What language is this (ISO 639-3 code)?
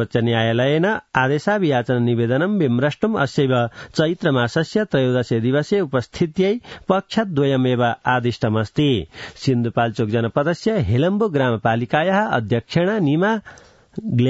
san